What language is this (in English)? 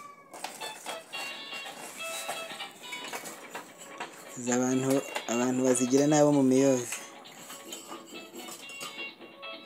Kinyarwanda